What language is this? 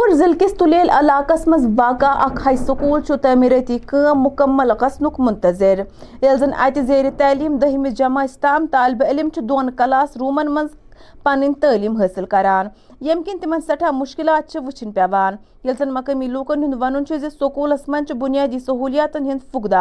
Kashmiri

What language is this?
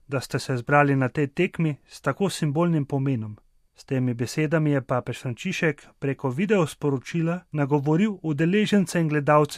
Slovenian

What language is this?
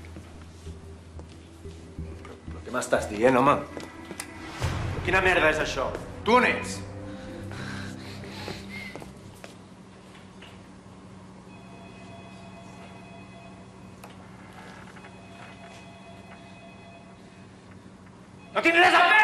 Catalan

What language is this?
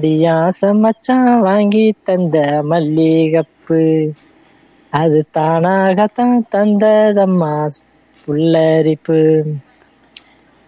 Tamil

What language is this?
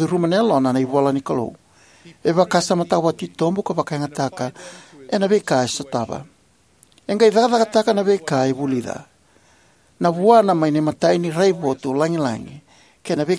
Fijian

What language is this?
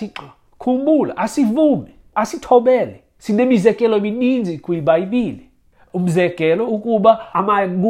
Xhosa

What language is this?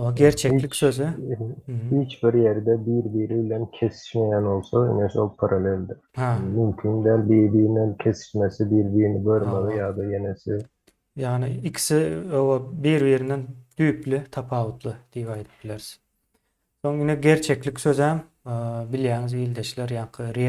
Turkmen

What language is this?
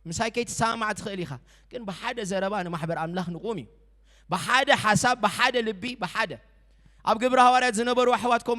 Tigrinya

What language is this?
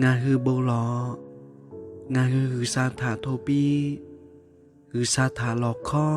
Lahu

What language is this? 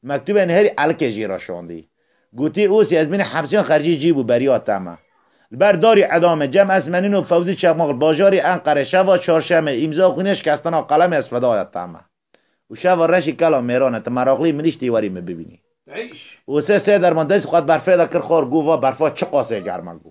Kurdish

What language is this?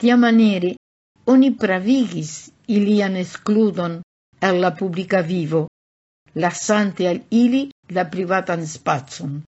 Esperanto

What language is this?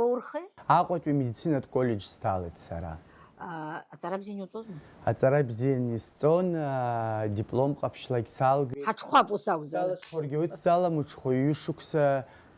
Abkhazian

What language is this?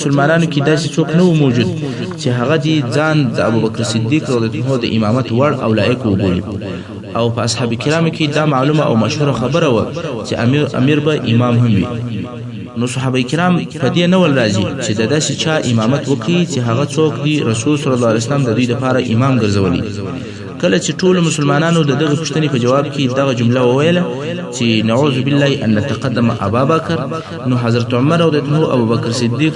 Pashto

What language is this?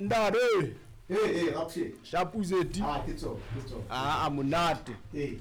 Southern Sotho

